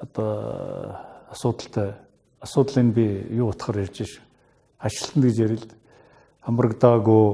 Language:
Mongolian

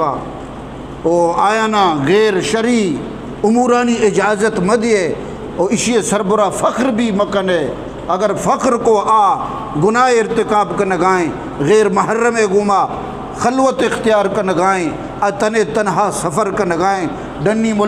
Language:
Eastern Balochi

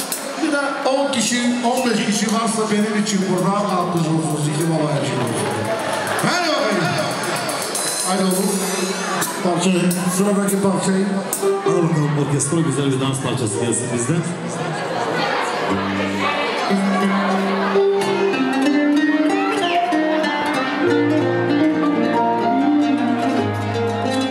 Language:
Turkish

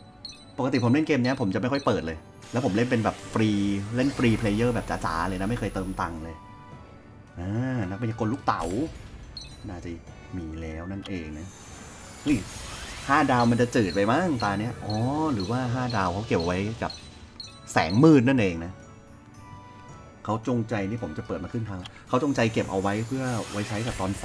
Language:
Thai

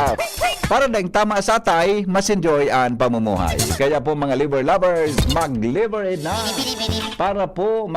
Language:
Bikol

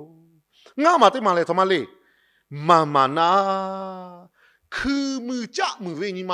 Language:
Lahu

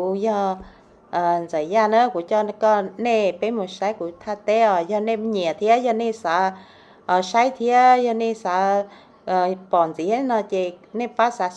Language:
Hmong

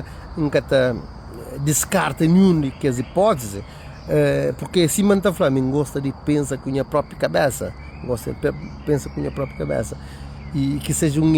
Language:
Kabuverdianu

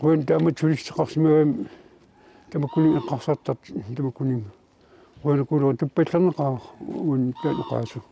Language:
Kalaallisut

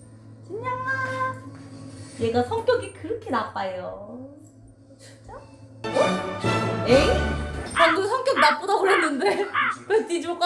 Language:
Korean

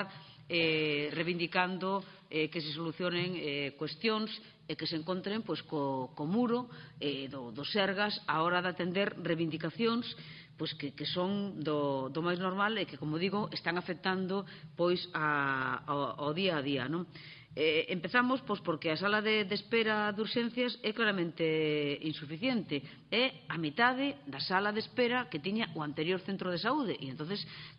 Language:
Galician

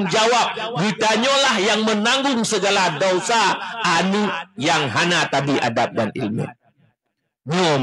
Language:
Achinese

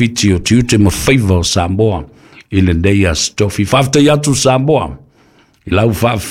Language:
Samoan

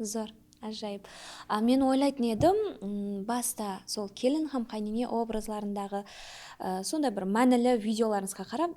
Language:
Kara-Kalpak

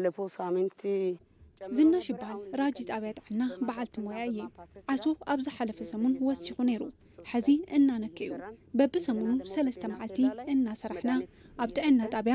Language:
Tigrinya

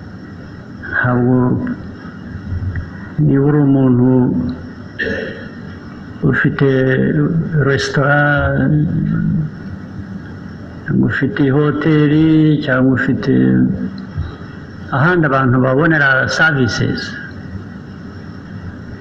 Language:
Kinyarwanda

